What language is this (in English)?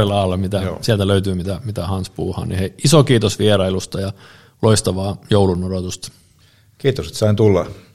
Finnish